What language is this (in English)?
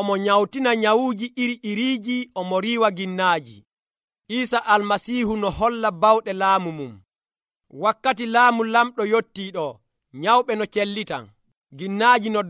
Nigerian Fulfulde